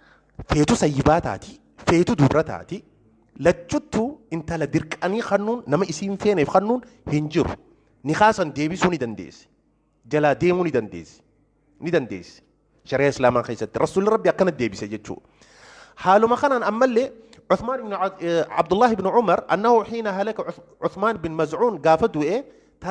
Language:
Oromo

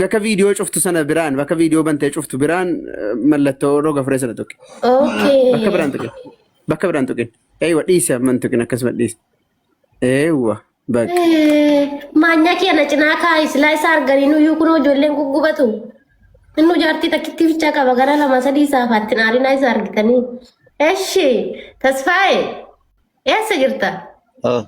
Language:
Oromo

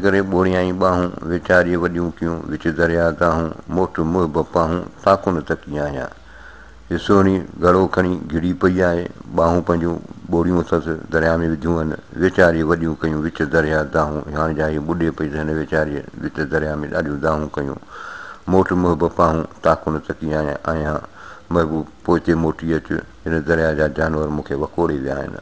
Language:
Sindhi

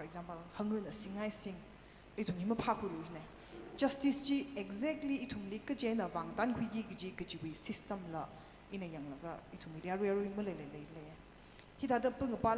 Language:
Tangkhul Naga (India)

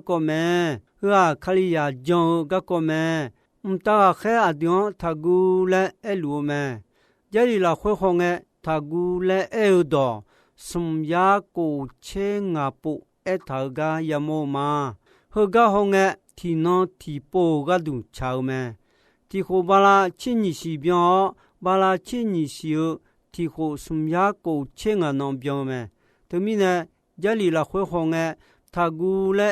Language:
Akha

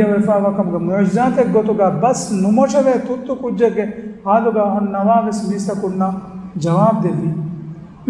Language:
Divehi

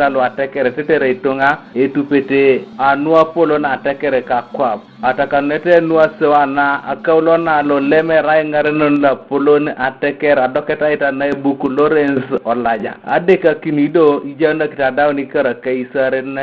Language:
Teso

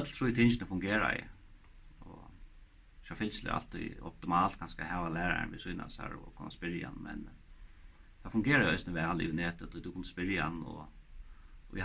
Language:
Faroese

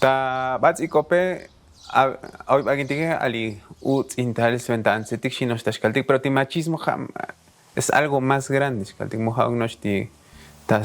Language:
Tzotzil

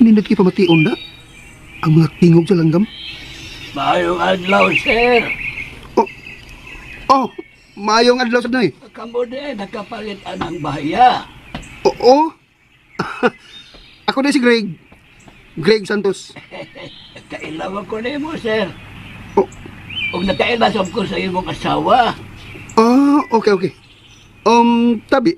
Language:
Cebuano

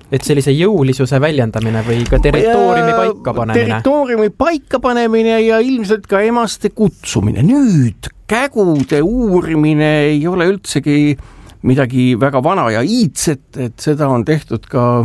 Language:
Estonian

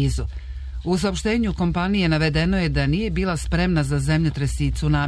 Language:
Serbian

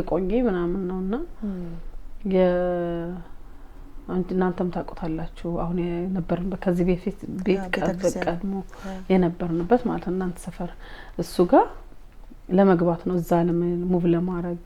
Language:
Amharic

